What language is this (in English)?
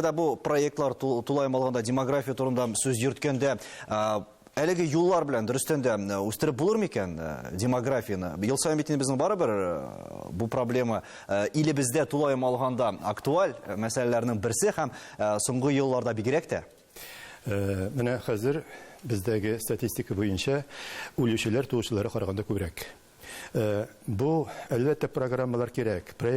Tatar